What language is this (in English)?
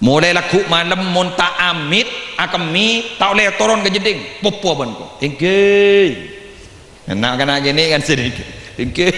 Madurese